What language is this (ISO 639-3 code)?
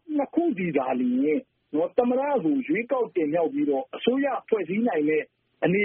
mya